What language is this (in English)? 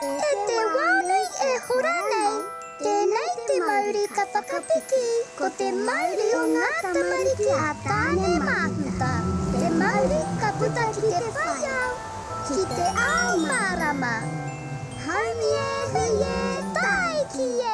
Māori